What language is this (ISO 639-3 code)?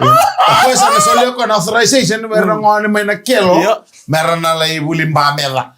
fij